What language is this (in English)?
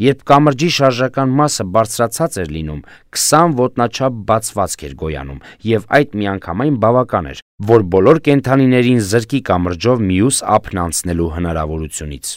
Armenian